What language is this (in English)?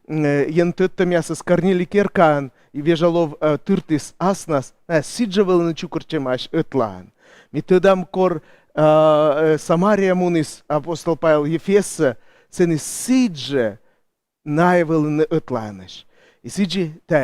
Komi